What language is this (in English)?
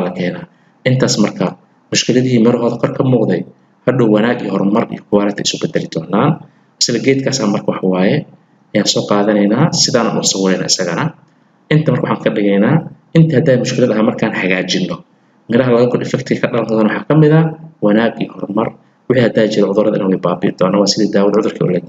Somali